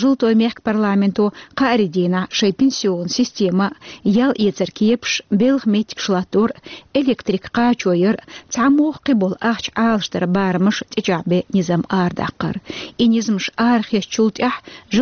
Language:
Chechen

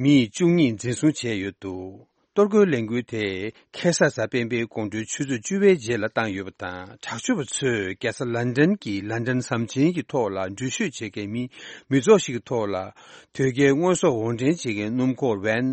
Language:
Tibetan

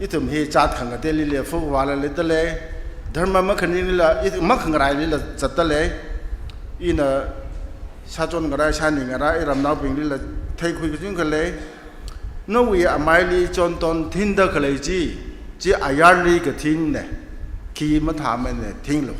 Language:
Tangkhul Naga (India)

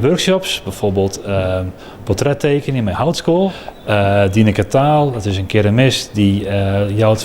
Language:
Western Frisian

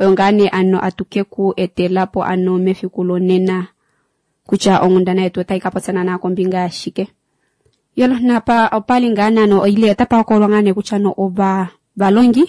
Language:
Kuanyama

